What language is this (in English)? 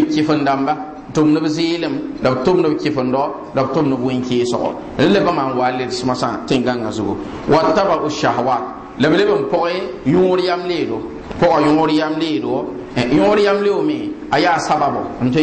Mossi